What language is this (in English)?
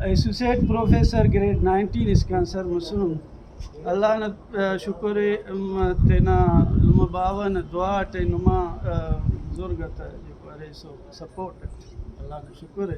Brahui